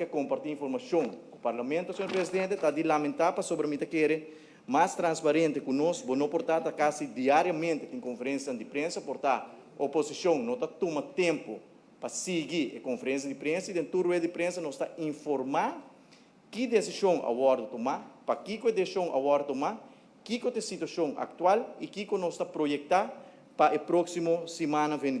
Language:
Papiamento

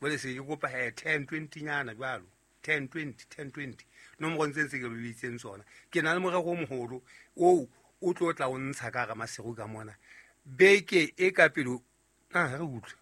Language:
Southern Sotho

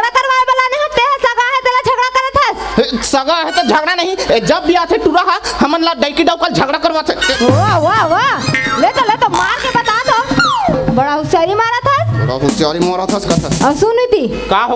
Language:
Chhattisgarhi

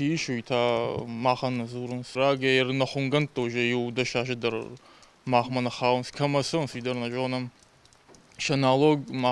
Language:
Ossetic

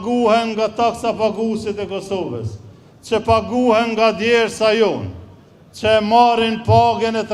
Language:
Albanian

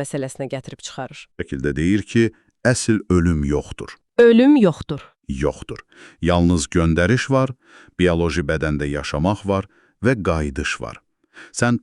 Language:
Azerbaijani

